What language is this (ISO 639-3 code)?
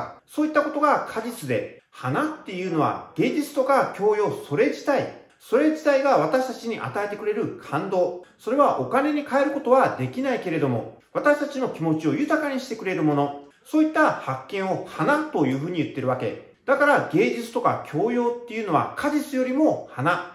jpn